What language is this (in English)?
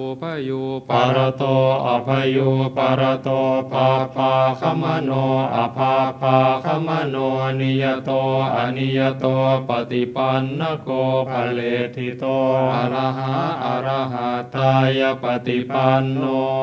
Pali